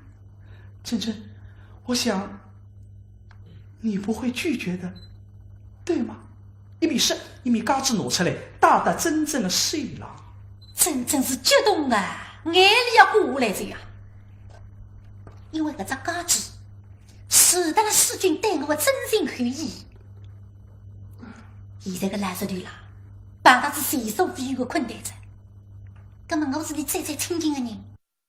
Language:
Wu Chinese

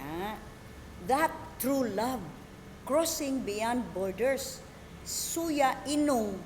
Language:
Cebuano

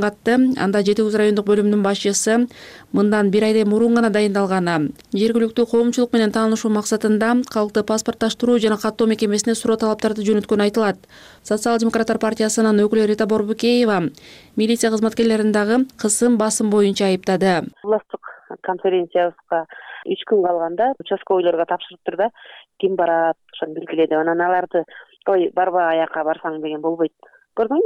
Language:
Kyrgyz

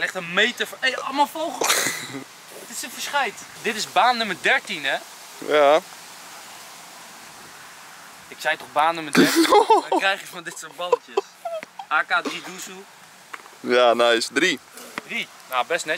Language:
Dutch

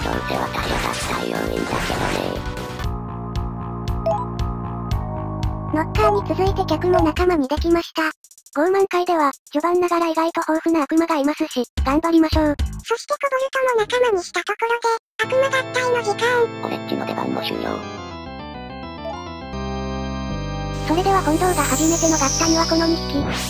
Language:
Japanese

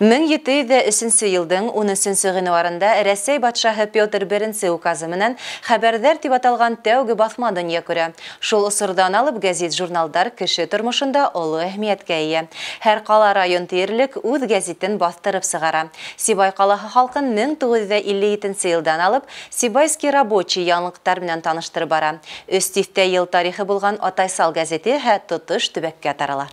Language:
Bashkir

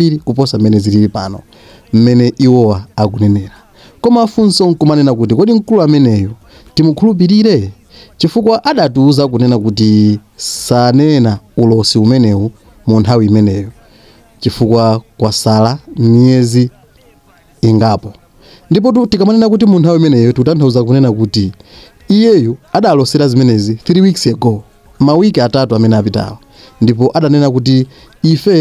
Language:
Nyanja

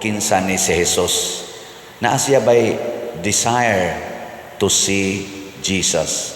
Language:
Cebuano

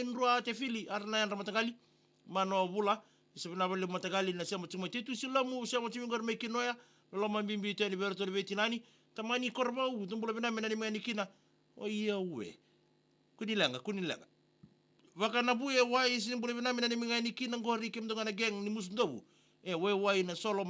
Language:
Fijian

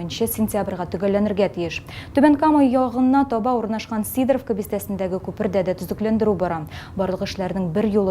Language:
Tatar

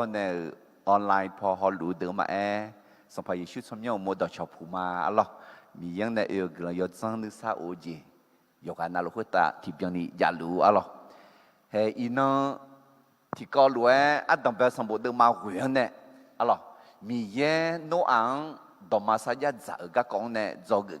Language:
Akha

